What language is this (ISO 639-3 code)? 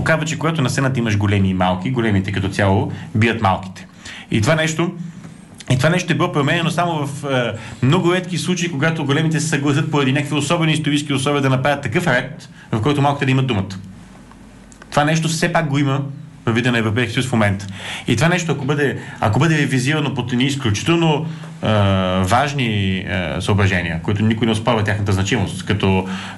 bul